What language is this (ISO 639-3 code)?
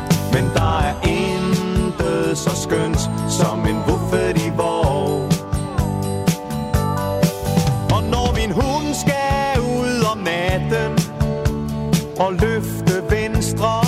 dan